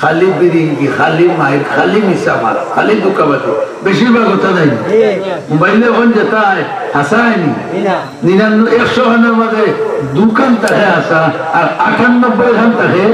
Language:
Sylheti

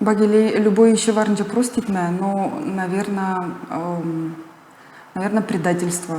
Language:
Gagauz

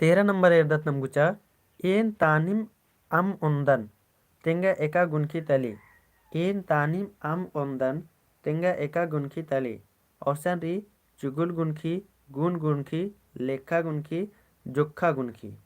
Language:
Kurukh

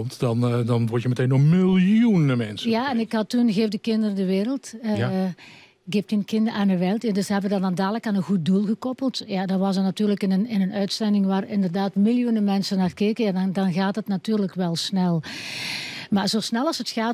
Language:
Dutch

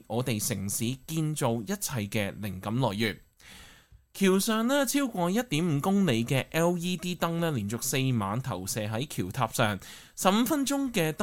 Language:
Cantonese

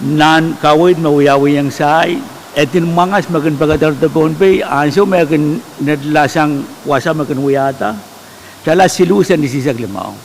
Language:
Pohnpeian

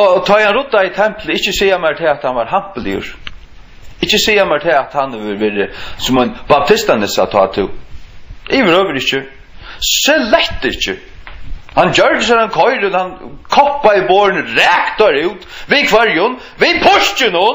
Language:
Faroese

